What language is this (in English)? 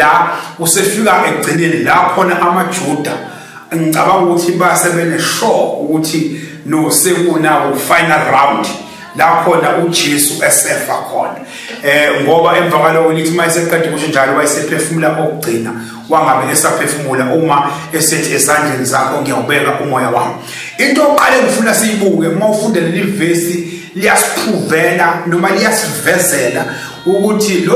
Zulu